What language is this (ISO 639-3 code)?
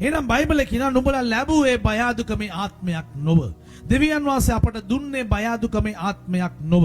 sin